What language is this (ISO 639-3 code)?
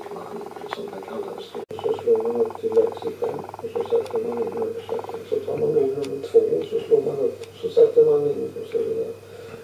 swe